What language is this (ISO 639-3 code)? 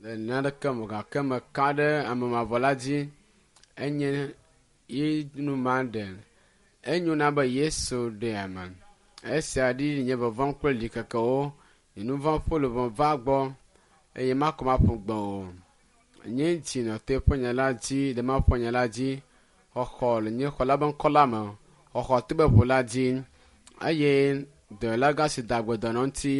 ewe